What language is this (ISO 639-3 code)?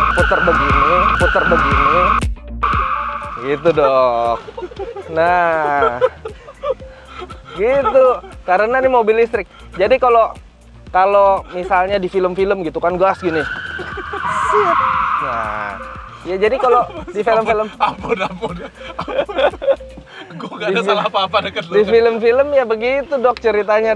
ind